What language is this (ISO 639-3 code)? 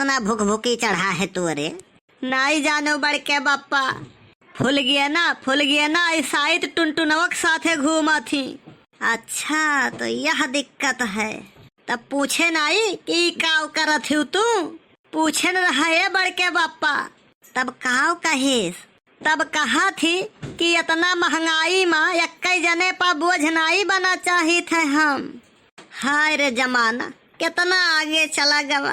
awa